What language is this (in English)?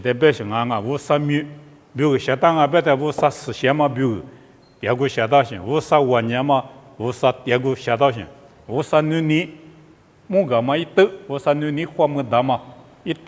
Lisu